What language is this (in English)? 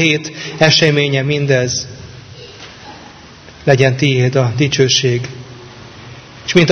Hungarian